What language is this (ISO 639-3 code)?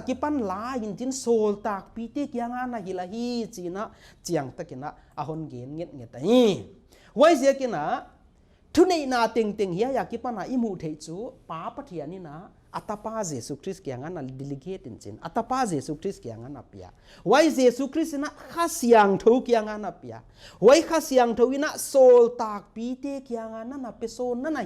pck